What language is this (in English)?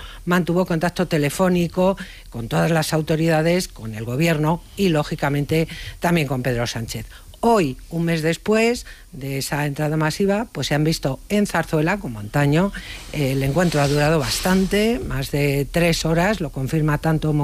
Spanish